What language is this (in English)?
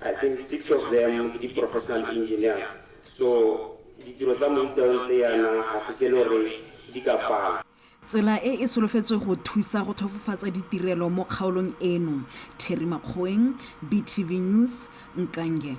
Tswana